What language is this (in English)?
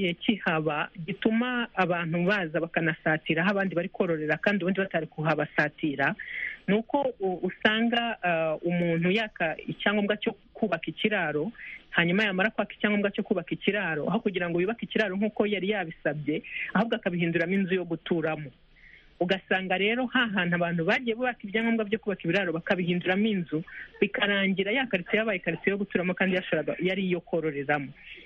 Kinyarwanda